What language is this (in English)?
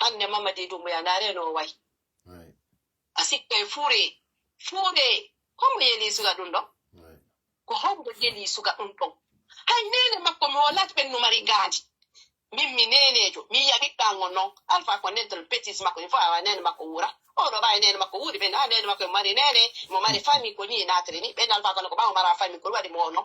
Fula